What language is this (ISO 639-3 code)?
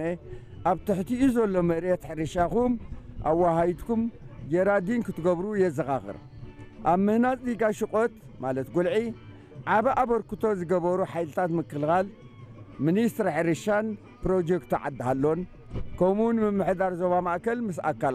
tir